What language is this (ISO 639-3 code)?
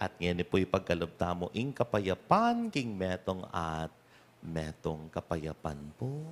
pam